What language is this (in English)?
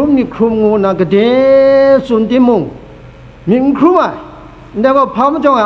Kachin